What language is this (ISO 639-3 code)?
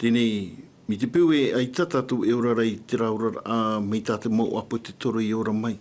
tah